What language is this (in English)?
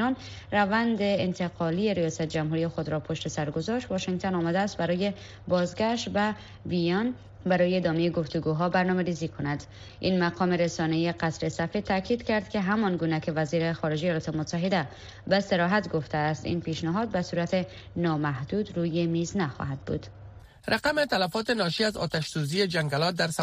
Persian